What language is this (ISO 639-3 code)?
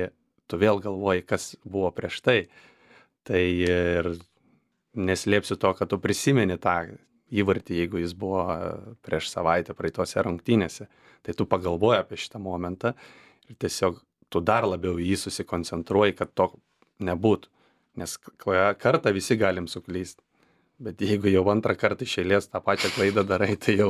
lit